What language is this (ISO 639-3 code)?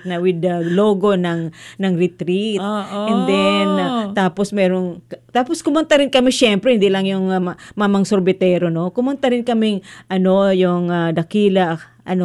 fil